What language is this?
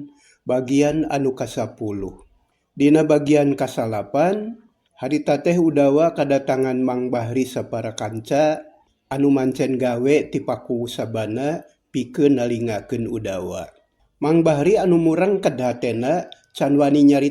Sundanese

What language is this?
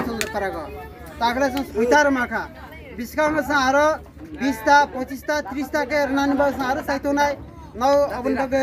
Kok Borok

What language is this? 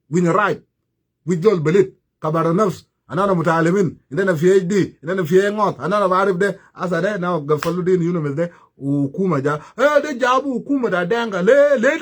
Nuer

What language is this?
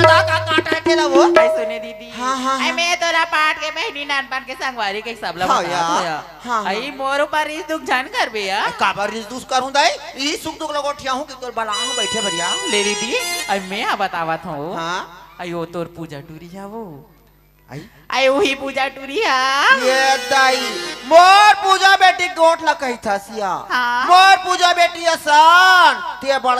Chhattisgarhi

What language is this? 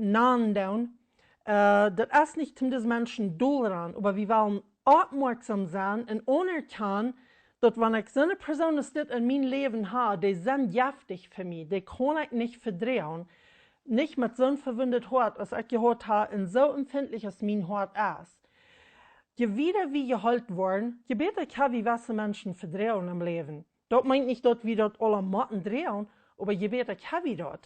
Plautdietsch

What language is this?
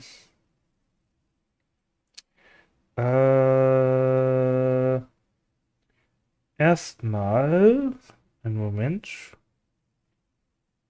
German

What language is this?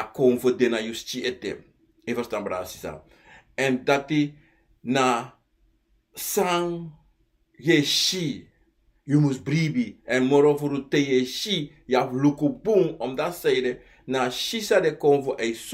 Sranan Tongo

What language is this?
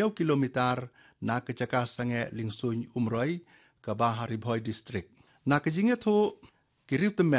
Khasi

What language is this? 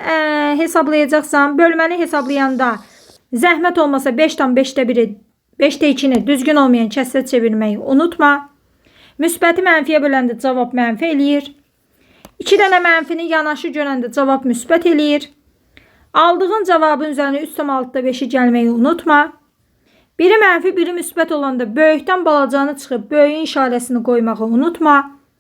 Azerbaijani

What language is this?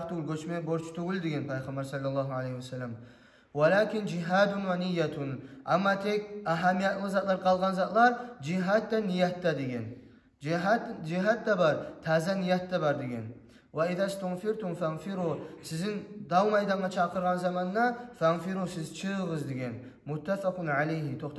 Kumyk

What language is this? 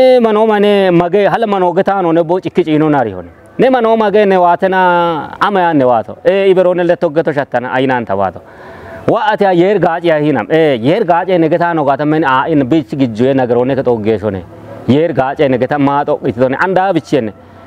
Kafa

